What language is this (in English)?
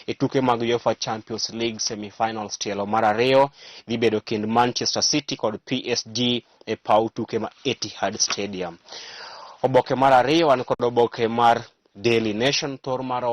Luo (Kenya and Tanzania)